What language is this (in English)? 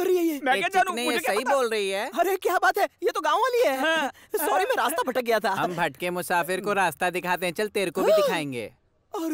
Hindi